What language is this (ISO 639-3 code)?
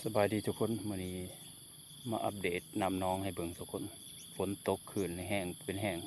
lao